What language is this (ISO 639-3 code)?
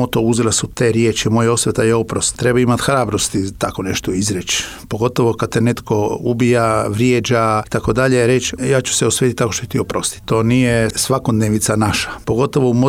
srp